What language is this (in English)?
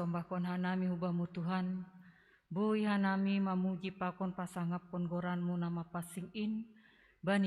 Batak Simalungun